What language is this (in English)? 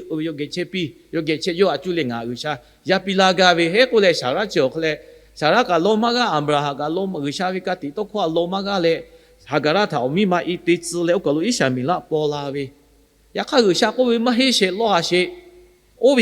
Lahu